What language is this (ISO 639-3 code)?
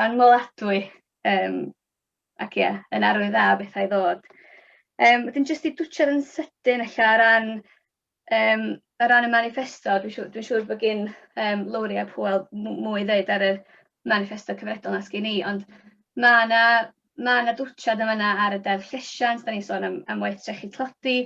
cym